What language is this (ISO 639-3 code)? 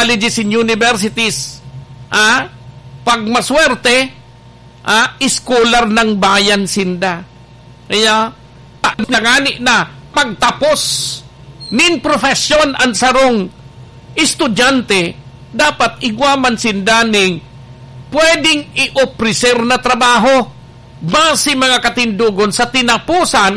bik